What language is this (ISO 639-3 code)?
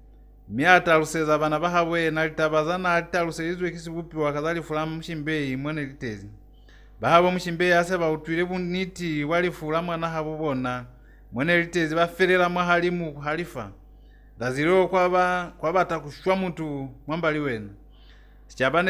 loz